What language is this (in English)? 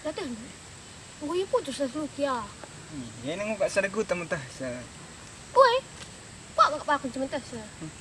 Batak Karo